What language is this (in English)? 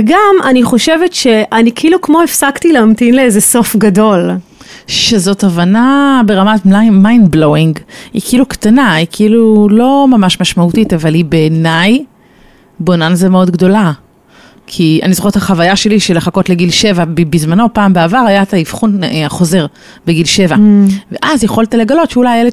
Hebrew